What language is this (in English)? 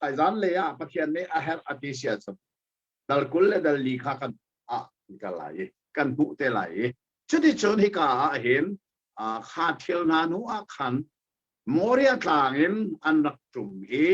Hakha Chin